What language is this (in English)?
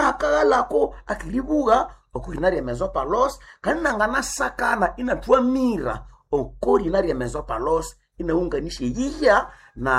Nande